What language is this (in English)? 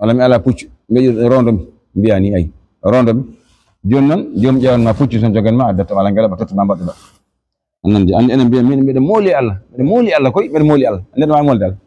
Fula